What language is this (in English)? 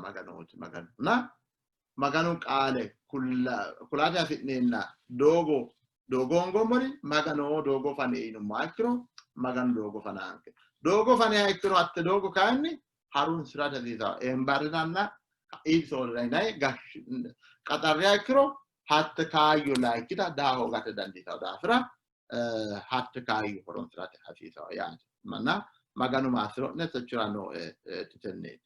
Sidamo